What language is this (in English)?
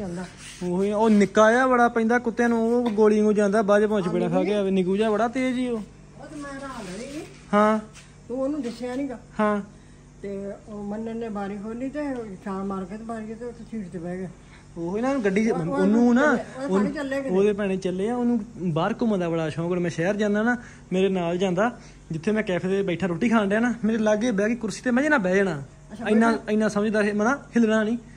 Punjabi